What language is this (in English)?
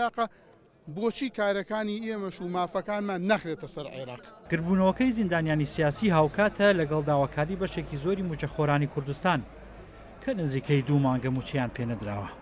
Central Kurdish